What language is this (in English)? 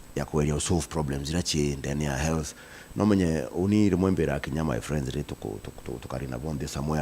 Meru